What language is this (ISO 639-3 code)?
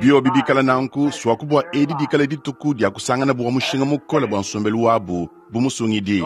lua